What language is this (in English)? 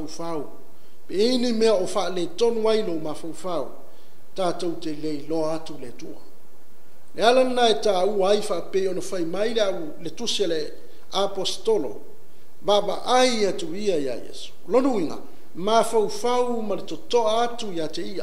Samoan